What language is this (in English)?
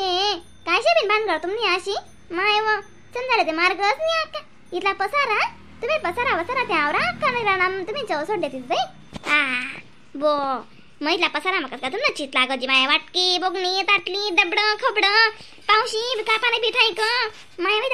Khandesi